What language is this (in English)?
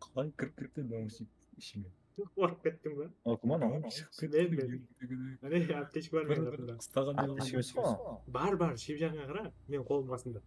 Kara-Kalpak